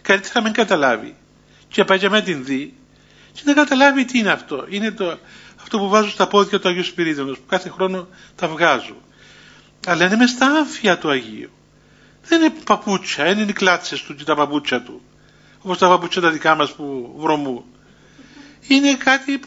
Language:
Greek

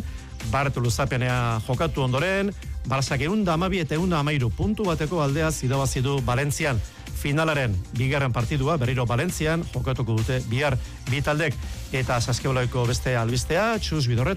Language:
Basque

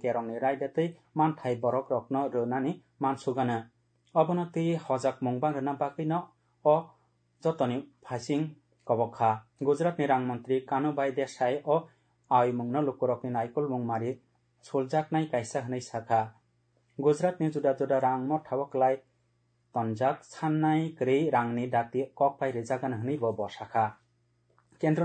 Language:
Kok Borok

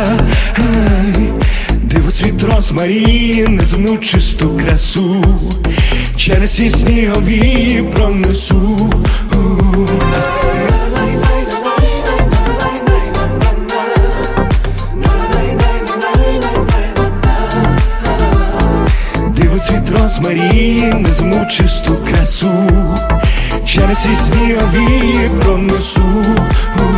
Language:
Ukrainian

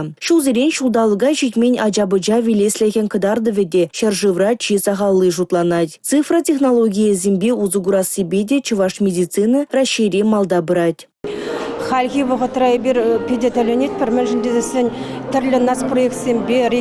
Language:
Chuvash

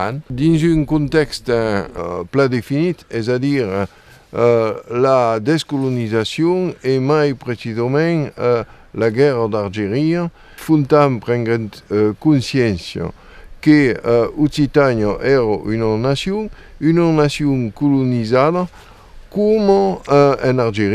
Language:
Occitan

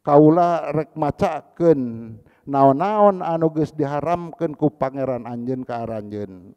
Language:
Sundanese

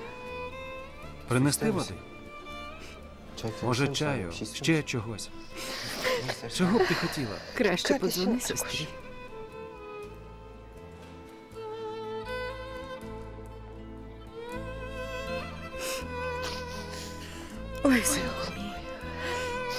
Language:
Ukrainian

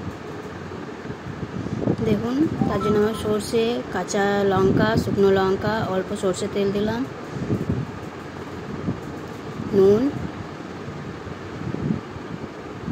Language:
Bangla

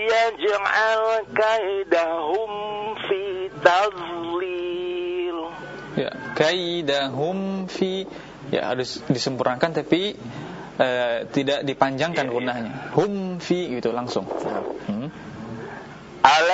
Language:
Indonesian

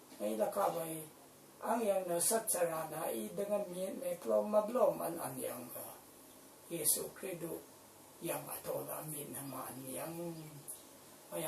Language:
Rawang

